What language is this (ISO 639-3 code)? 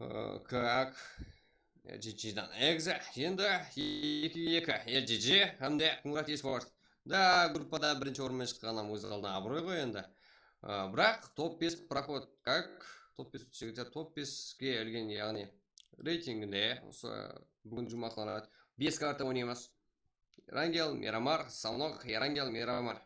kaa